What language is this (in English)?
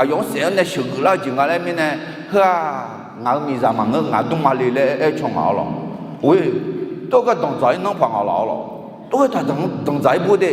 Akha